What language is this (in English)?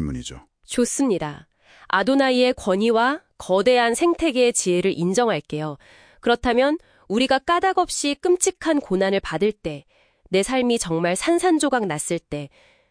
Korean